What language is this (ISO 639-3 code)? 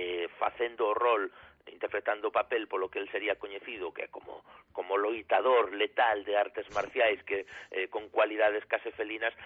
glg